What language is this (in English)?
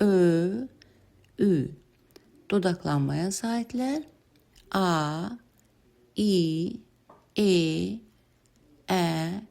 Azerbaijani